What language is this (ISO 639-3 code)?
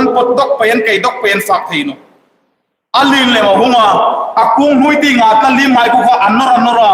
hmr